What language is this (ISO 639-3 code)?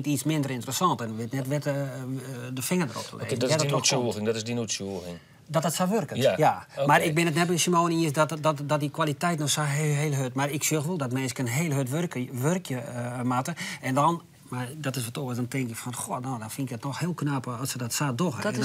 fry